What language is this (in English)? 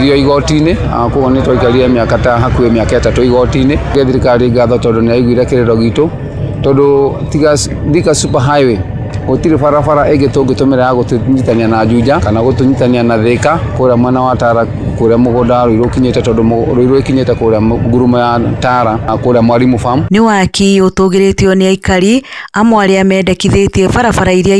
Kikuyu